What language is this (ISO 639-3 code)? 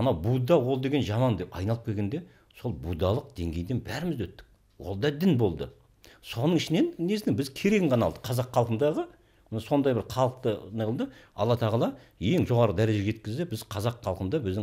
kaz